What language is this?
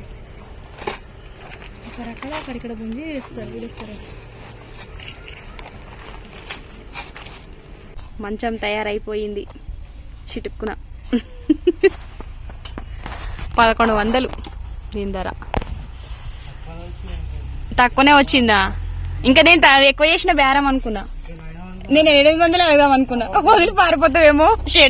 Telugu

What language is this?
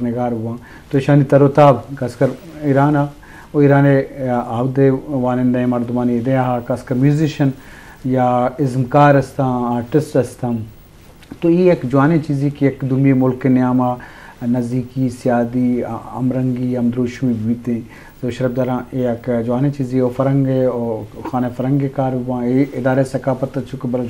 Eastern Balochi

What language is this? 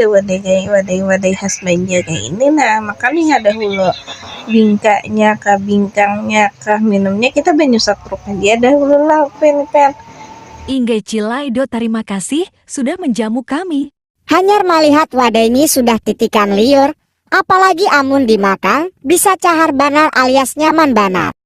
Banjar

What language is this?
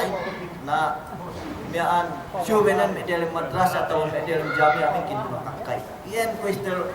Yakan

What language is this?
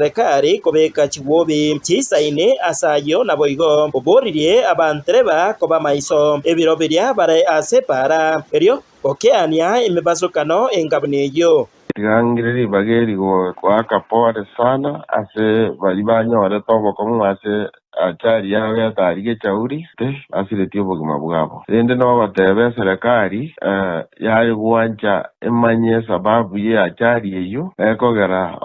Gusii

